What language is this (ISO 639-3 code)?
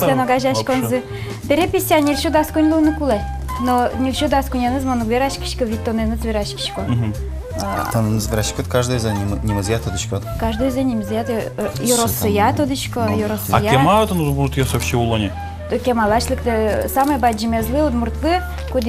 udm